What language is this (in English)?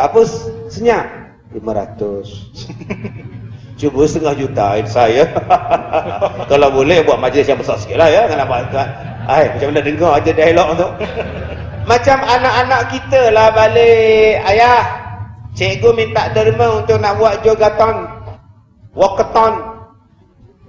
Malay